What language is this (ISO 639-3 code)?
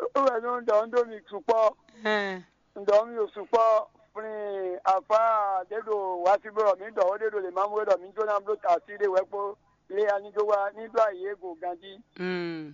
fon